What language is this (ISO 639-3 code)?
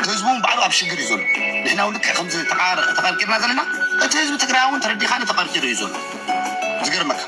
tir